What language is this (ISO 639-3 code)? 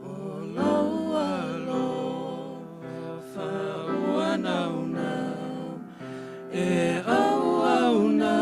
smo